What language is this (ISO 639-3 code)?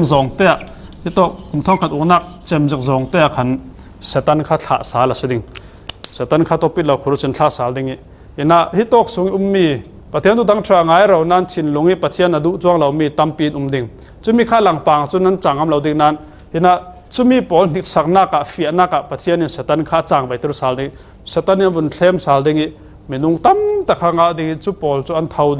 cfm